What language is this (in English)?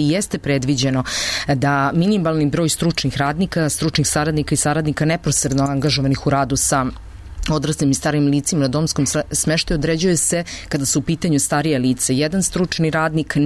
Serbian